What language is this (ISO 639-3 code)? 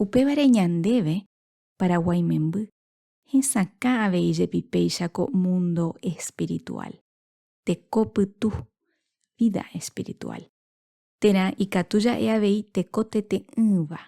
grn